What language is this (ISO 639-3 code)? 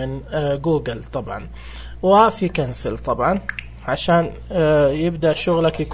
ars